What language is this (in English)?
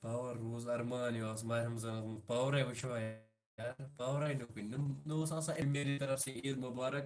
Kashmiri